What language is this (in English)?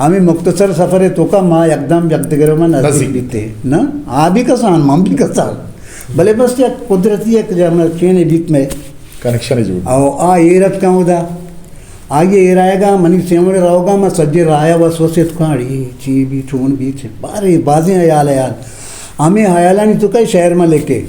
Eastern Balochi